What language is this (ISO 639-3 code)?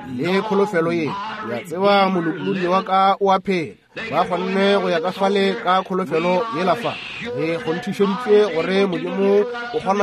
nso